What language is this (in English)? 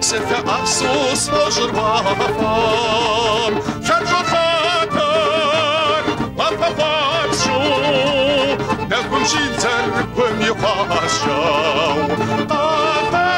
Kabardian